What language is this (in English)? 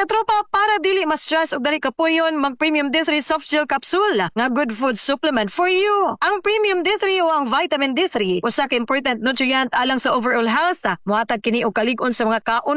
Cebuano